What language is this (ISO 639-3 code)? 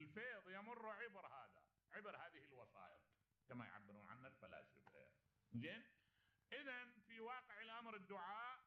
acm